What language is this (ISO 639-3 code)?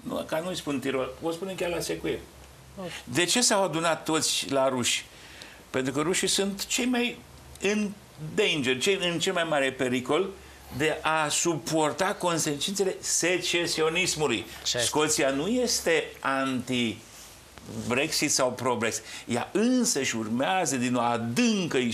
ron